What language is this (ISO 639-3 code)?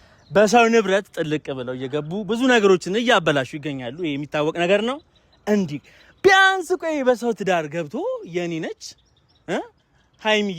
amh